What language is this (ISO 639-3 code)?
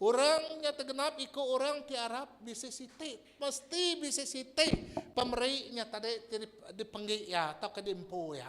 iba